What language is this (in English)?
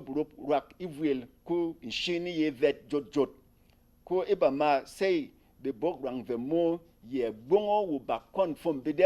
Berom